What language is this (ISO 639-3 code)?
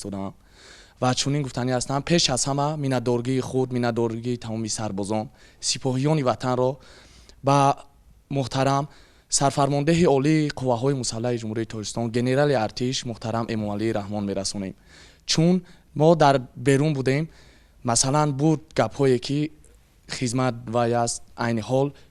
tgk